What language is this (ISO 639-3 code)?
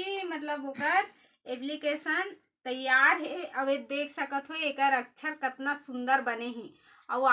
hne